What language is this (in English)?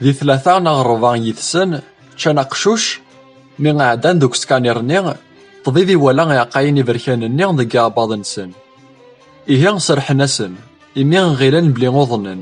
Kabyle